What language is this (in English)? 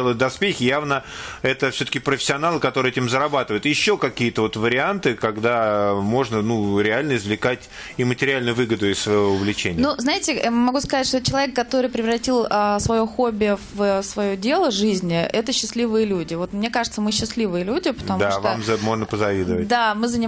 Russian